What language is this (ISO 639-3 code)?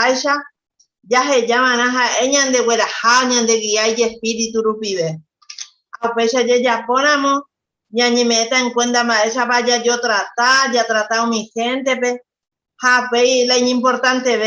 grn